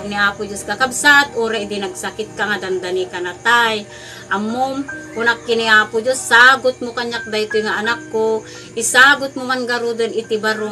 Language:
Iloko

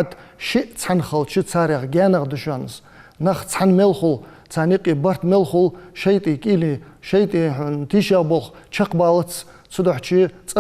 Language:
Ingush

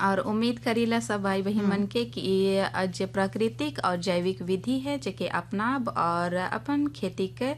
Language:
Sadri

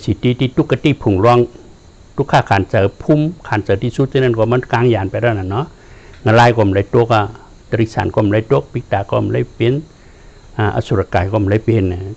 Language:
Shan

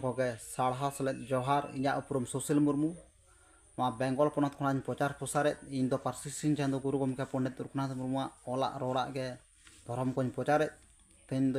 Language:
Santali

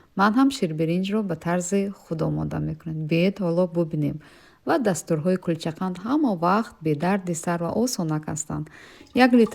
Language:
Tajik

